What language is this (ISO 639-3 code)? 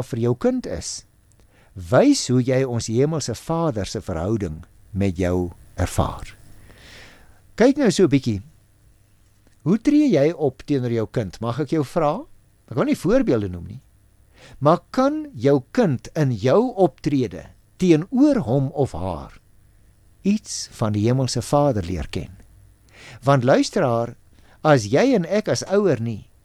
afr